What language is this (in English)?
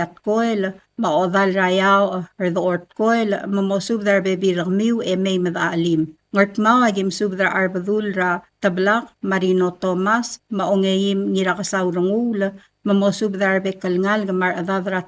Palauan